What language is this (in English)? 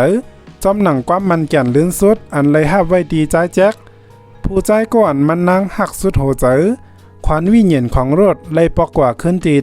Shan